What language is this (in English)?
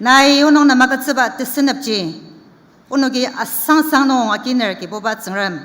Ao Naga